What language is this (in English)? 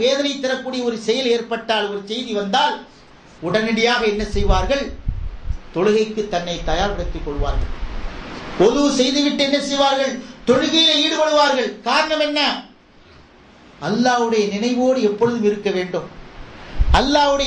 Tamil